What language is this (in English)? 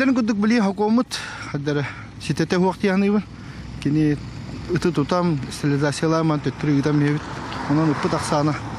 Yakut